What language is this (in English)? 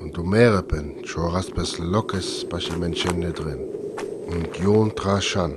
Sinte Romani